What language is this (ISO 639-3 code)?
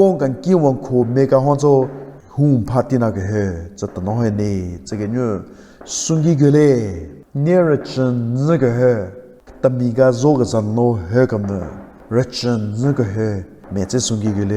nre